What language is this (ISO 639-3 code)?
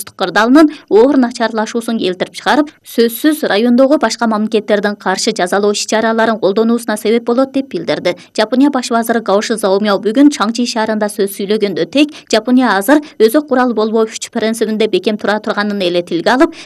kir